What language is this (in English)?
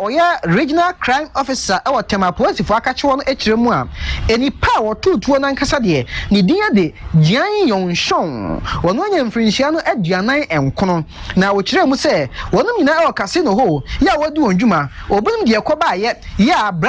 Akan